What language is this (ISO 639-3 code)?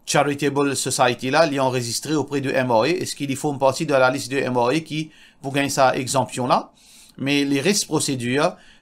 mfe